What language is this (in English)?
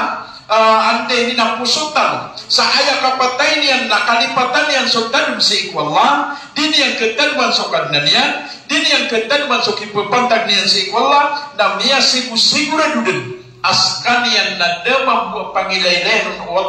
Maranao